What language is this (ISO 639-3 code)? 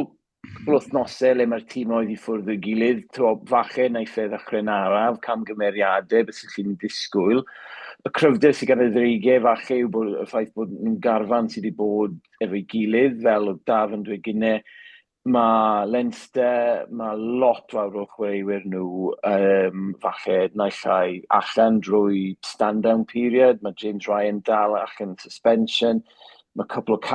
cym